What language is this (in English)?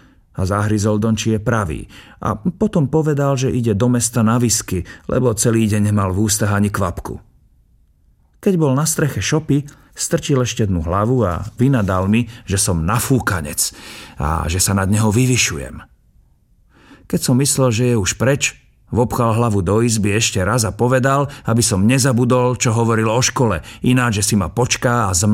Slovak